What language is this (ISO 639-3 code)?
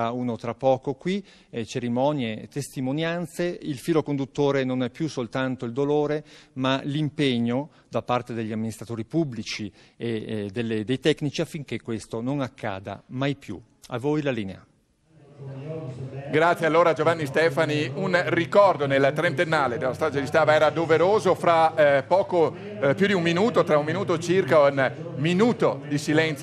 ita